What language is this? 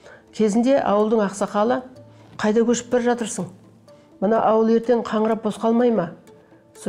Kazakh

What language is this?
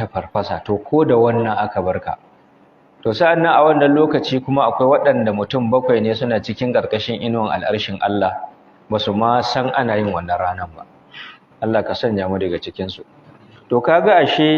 Hausa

